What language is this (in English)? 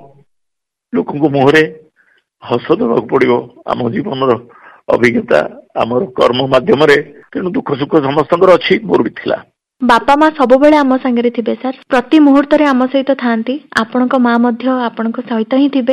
Odia